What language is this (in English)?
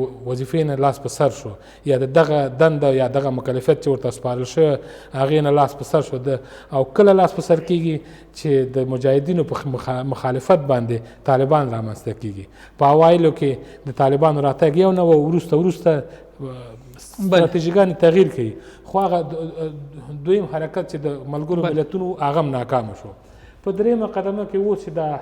Pashto